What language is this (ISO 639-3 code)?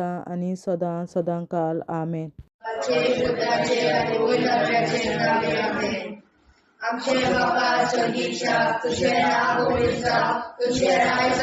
kok